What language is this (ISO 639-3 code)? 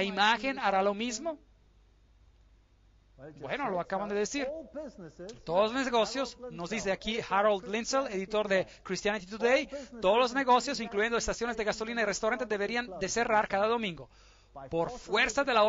spa